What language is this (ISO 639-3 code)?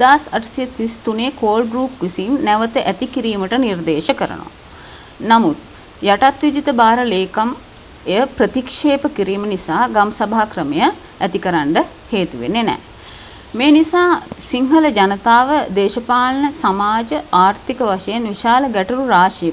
sin